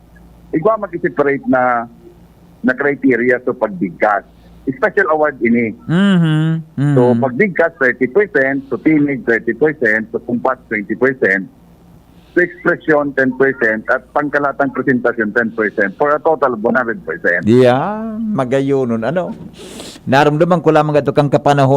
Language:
Bikol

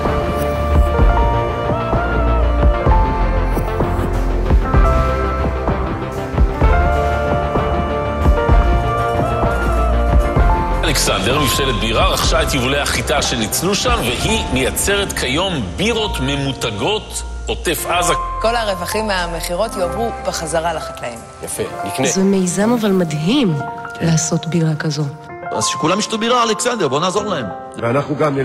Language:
Hebrew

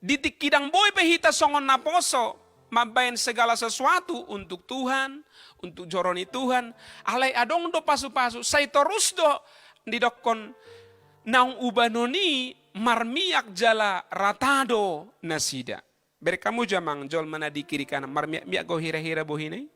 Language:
Batak Toba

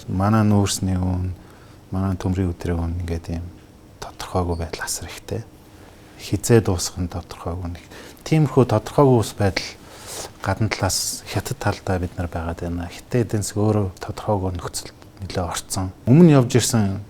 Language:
Mongolian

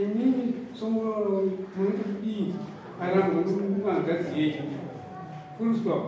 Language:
Shona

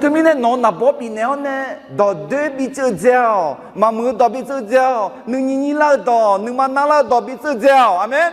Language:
Akha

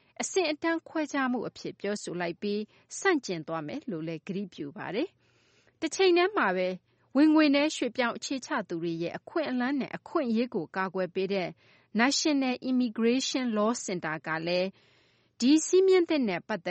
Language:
Burmese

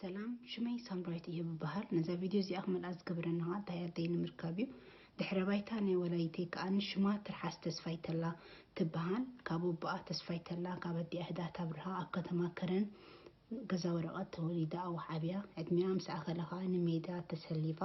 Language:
Tigrinya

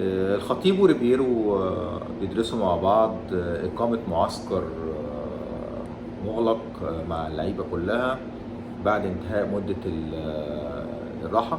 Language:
Egyptian Arabic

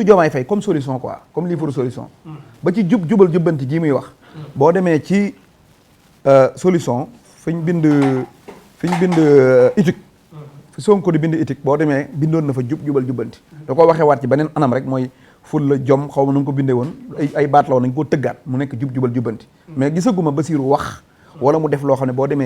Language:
Wolof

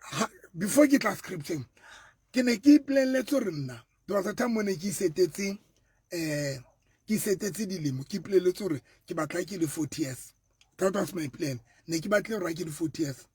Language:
Southern Sotho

